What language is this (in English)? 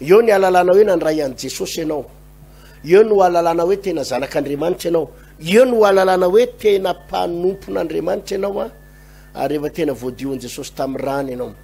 Malagasy